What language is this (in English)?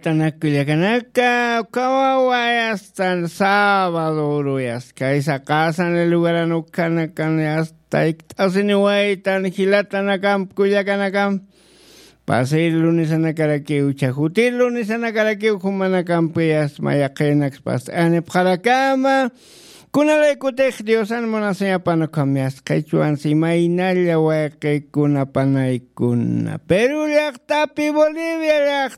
Aymara